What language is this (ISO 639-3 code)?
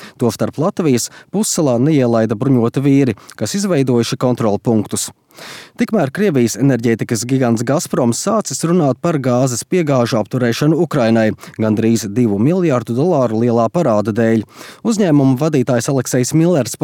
lav